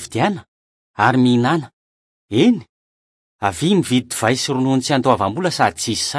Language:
Malagasy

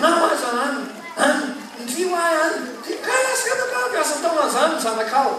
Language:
Malagasy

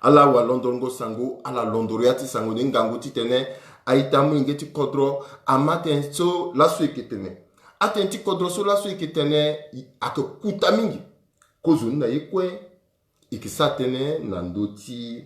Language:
Sango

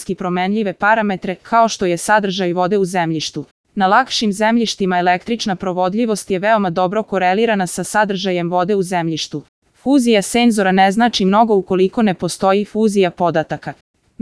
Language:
Croatian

